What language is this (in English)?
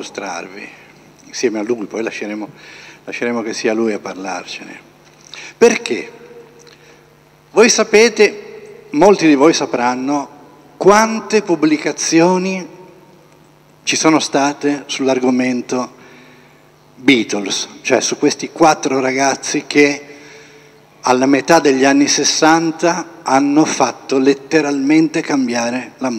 Italian